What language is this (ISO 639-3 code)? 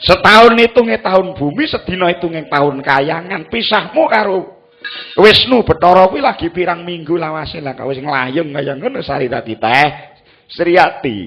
jav